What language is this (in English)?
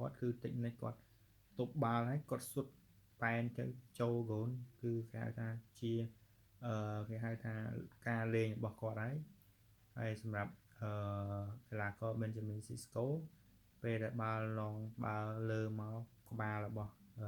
Khmer